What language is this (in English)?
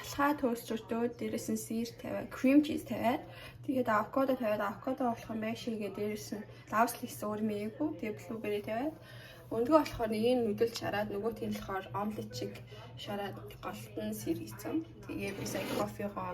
Mongolian